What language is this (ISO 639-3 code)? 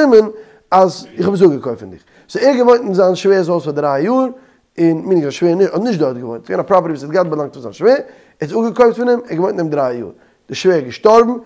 yid